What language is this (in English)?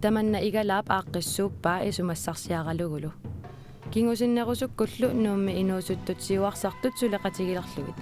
Kalaallisut